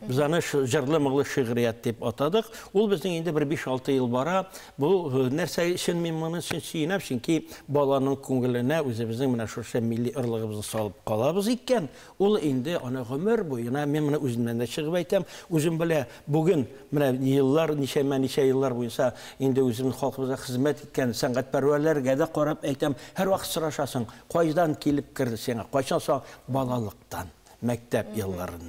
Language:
Tatar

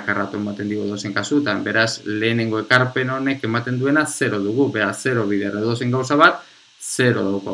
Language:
Basque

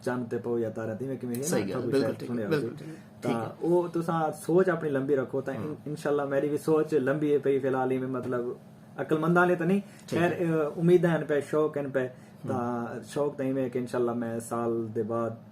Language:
Saraiki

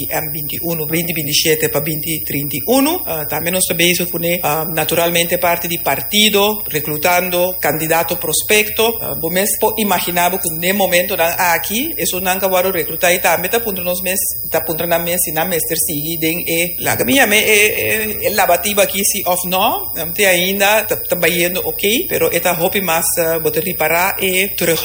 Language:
Papiamento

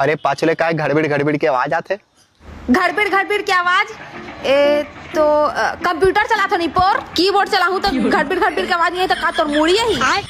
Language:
Chhattisgarhi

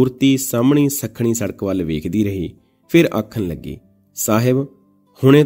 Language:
Punjabi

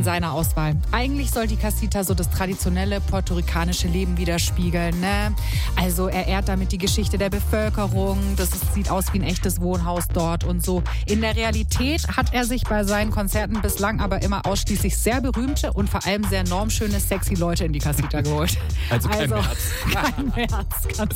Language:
German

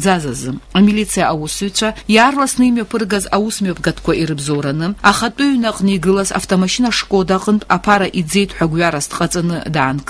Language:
Abkhazian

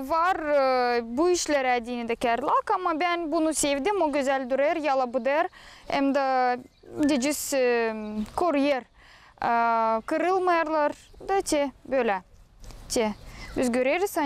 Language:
Gagauz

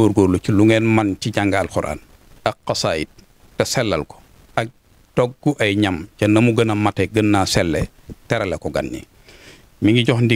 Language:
Wolof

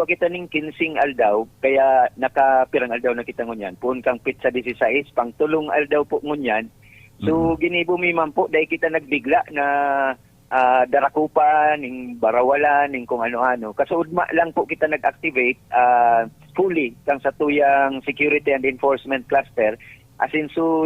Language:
Bikol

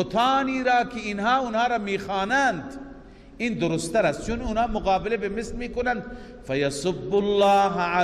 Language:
Persian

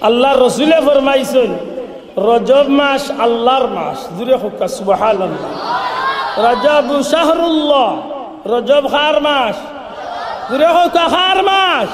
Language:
Sylheti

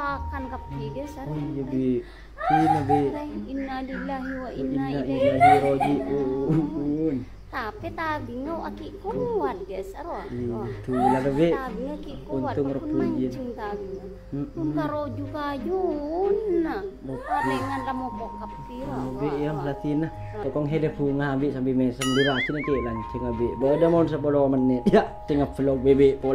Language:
Madurese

